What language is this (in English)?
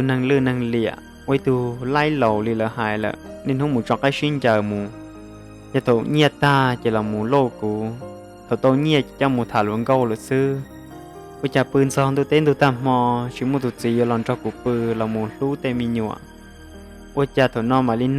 Hmong